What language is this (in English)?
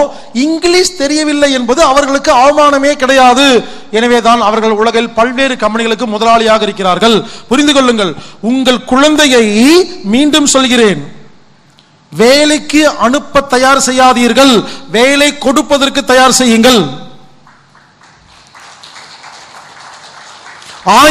Tamil